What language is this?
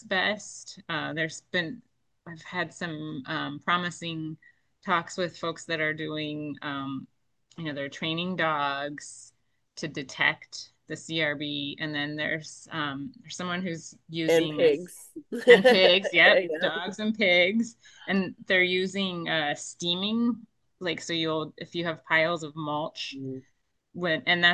English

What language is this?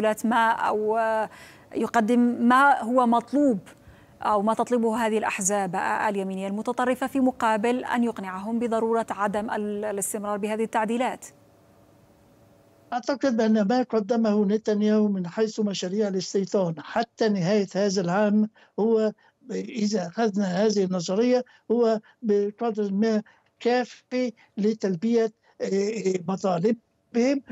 Arabic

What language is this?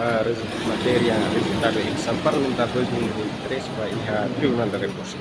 Tetum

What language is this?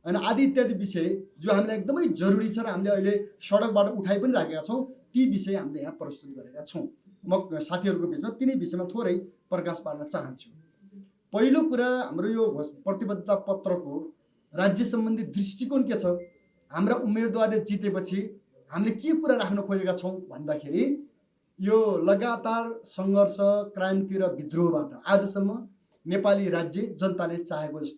Nepali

